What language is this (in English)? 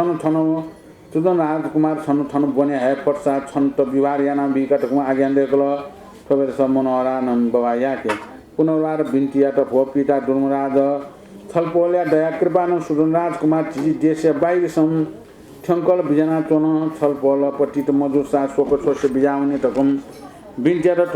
Newari